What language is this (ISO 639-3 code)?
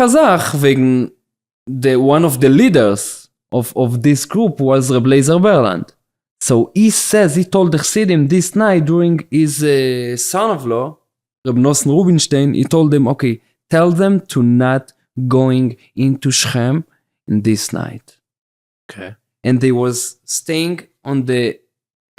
yid